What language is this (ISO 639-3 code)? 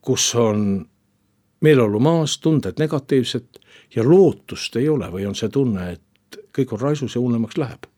est